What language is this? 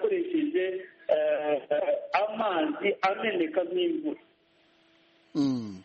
Kinyarwanda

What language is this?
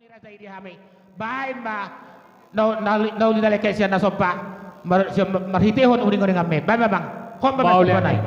Batak Toba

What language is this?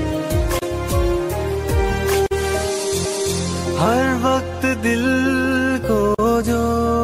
Hindi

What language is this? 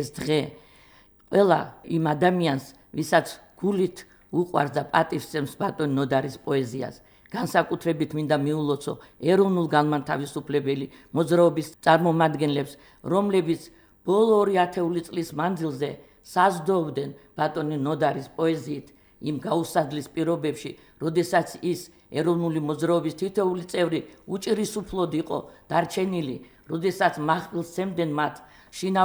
Georgian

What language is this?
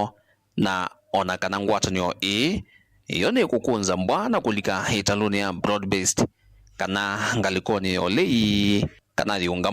Kamba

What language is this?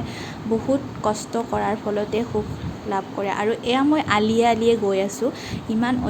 Assamese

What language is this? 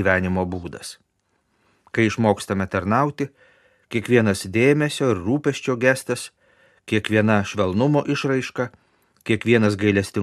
Lithuanian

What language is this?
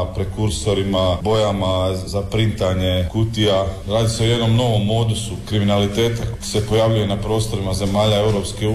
Croatian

